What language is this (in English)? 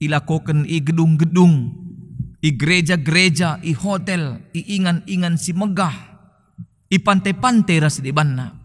Batak Karo